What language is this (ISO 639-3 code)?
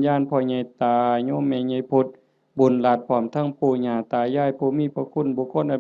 tts